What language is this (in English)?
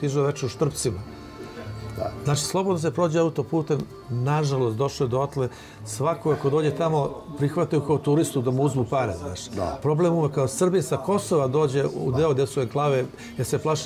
Serbian